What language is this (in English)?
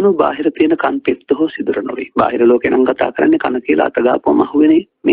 Sinhala